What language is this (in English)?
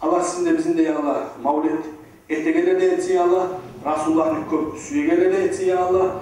Kumyk